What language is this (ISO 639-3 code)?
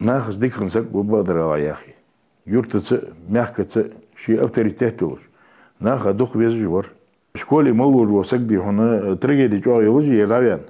inh